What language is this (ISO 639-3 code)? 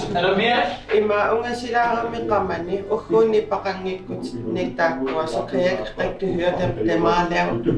kal